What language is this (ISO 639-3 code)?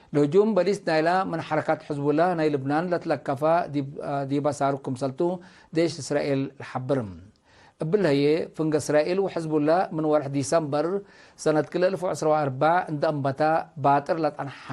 tig